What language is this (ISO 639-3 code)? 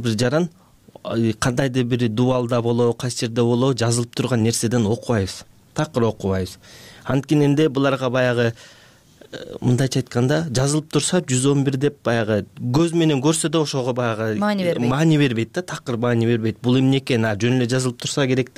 kir